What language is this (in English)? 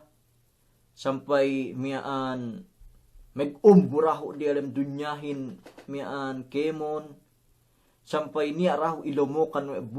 Yakan